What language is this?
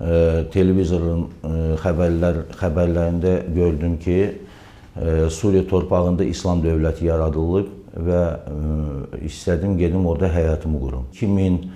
Azerbaijani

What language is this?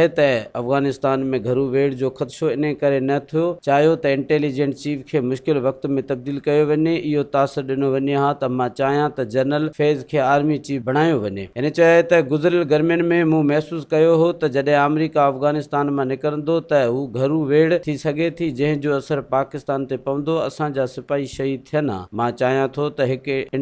Sindhi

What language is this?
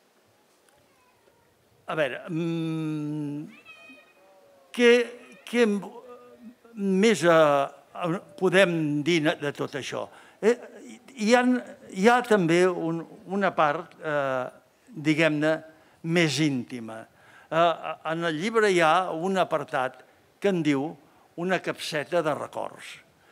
Catalan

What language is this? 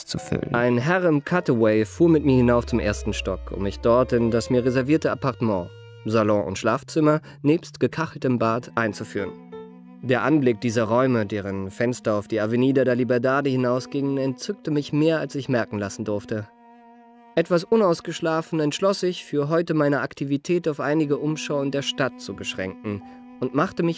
German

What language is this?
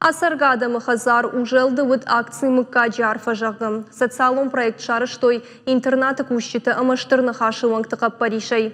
Ossetic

